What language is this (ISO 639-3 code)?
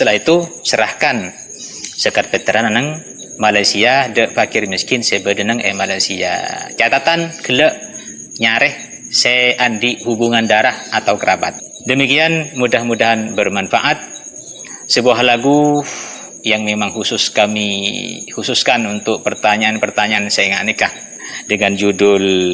mad